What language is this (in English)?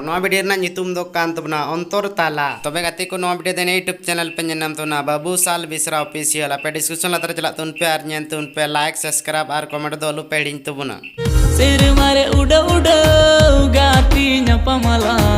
Santali